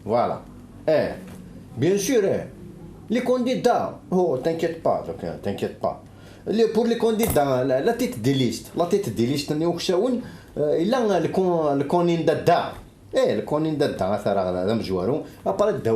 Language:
Kabyle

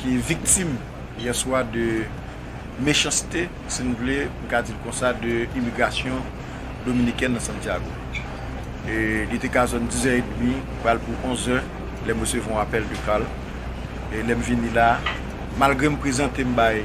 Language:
Haitian Creole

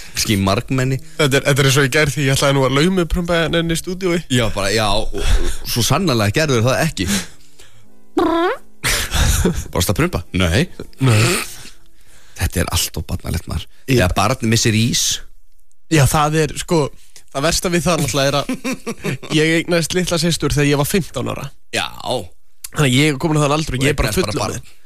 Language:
Icelandic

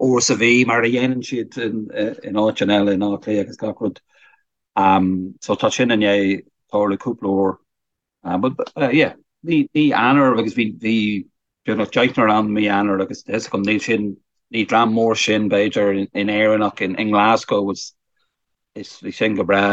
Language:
Irish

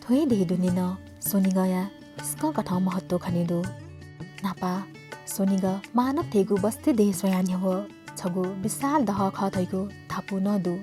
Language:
Newari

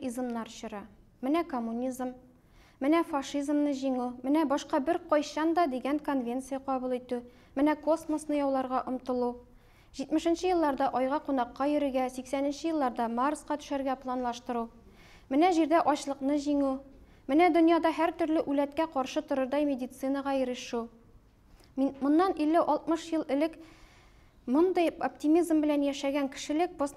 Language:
Tatar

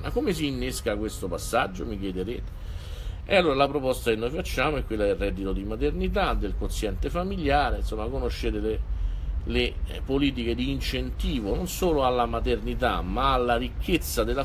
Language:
Italian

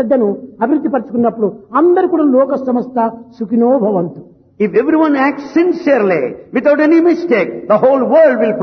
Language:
Telugu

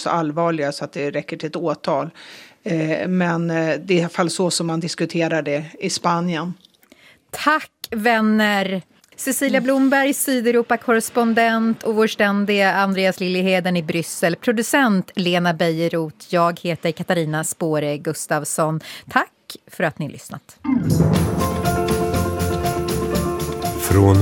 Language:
Swedish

